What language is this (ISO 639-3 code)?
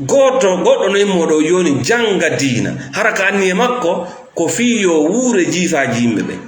ful